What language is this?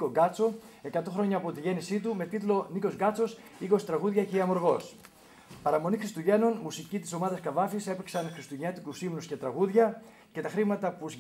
Greek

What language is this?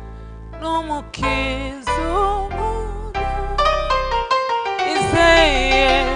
Kinyarwanda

